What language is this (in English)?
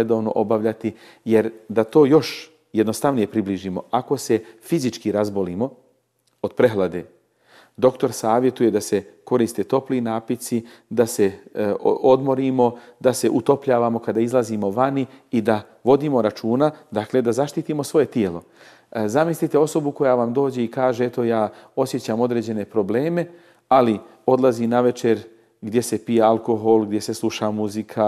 Bosnian